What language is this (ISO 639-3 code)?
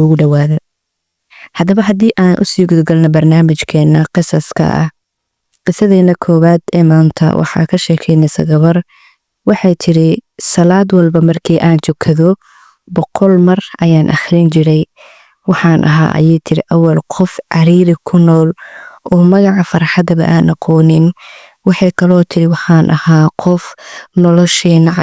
som